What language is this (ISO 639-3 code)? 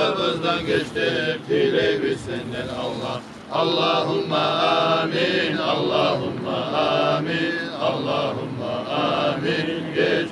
kum